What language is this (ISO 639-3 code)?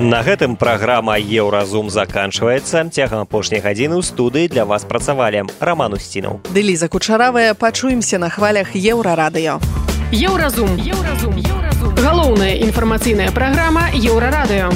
bel